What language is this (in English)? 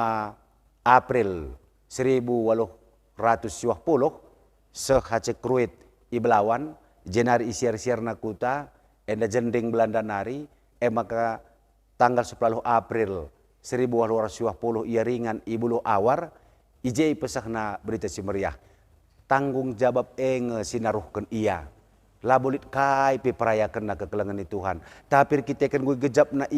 Batak Karo